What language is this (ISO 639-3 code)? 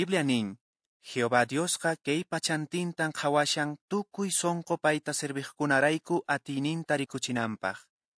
que